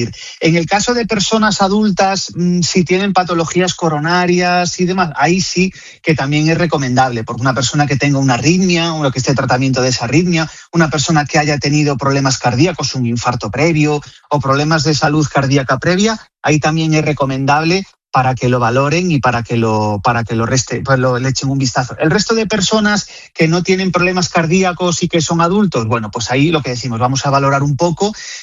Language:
Spanish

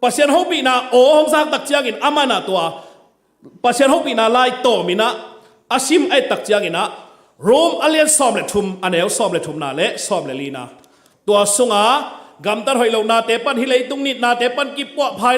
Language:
Tedim Chin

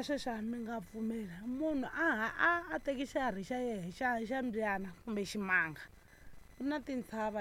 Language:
Tsonga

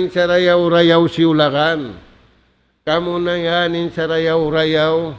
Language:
Tausug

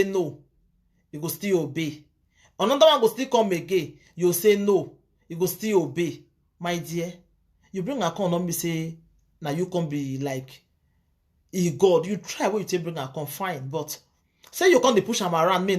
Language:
Nigerian Pidgin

